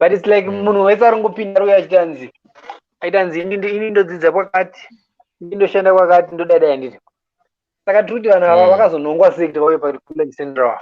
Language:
Shona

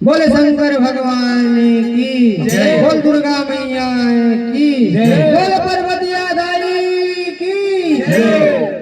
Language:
Chhattisgarhi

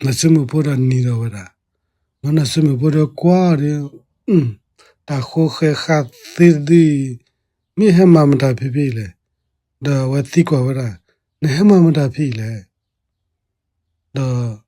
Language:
S'gaw Karen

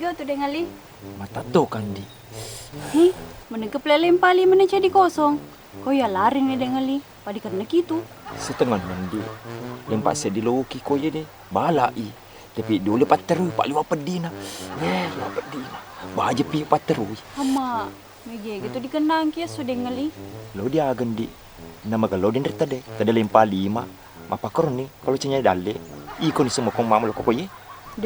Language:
Buginese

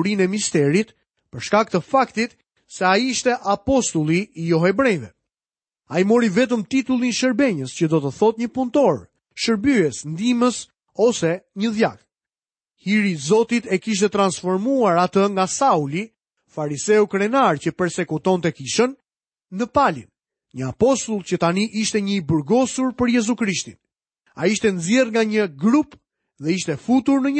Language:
Albanian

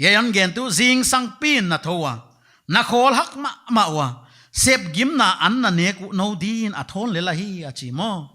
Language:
Paite Chin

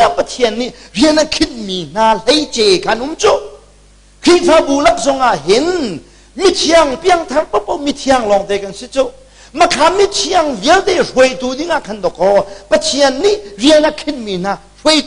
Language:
Hakha Chin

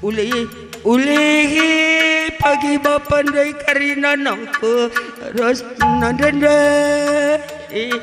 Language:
Batak Karo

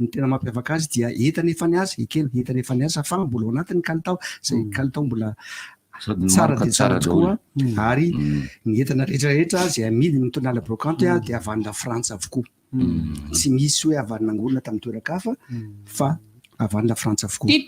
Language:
Malagasy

